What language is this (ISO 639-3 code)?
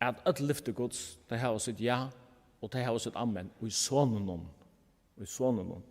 fao